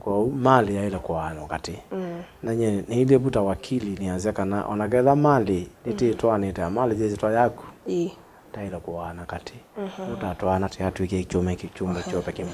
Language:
Kamba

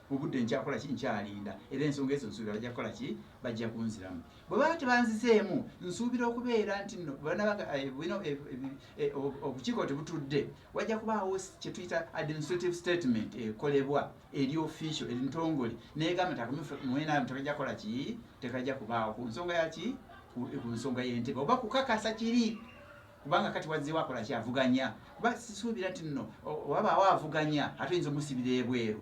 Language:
Ganda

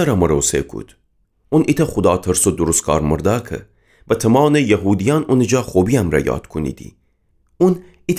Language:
Gilaki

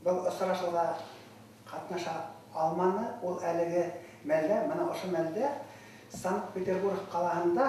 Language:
Bashkir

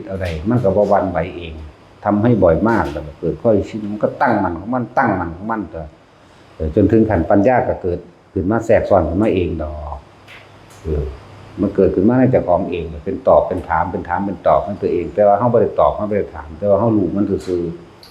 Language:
Northeastern Thai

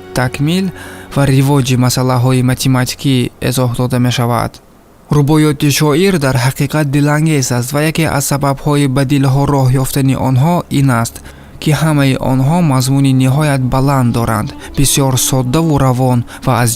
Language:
Tajik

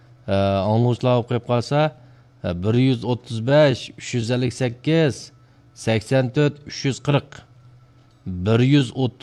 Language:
Uyghur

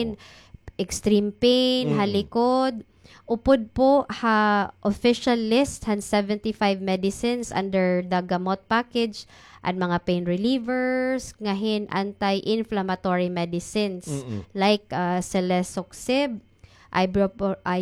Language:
Waray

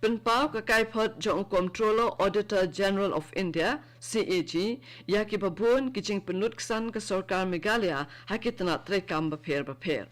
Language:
Khasi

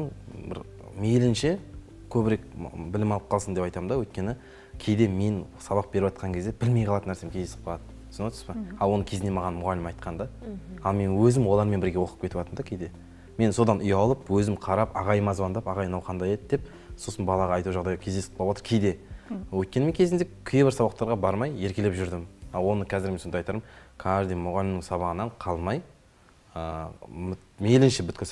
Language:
Kazakh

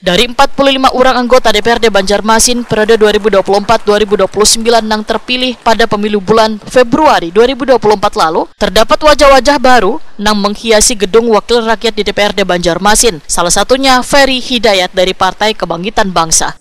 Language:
Banjar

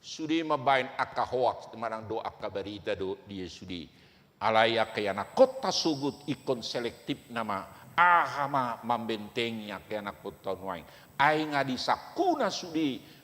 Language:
Batak Toba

